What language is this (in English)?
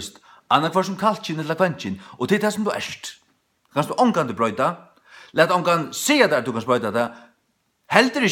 Faroese